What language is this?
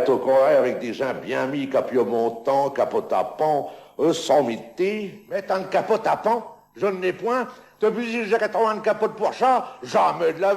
Picard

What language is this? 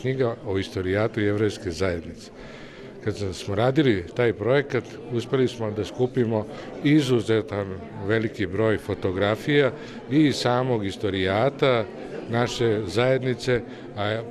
Bosnian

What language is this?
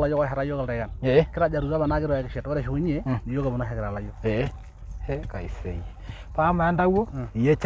Masai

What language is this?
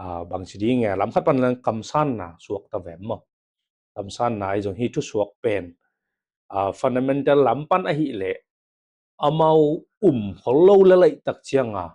Tedim Chin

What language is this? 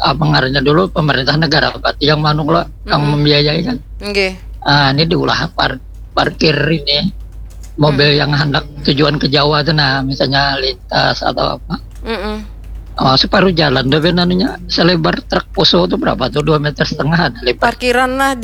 Banjar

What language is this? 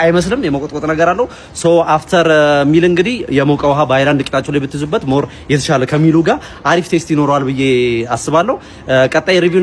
Amharic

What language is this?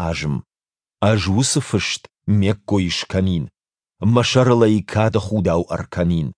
Ossetic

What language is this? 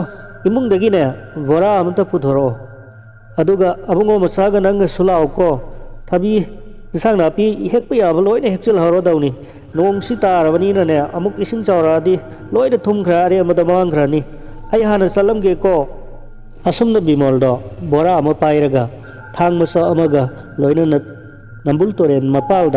Manipuri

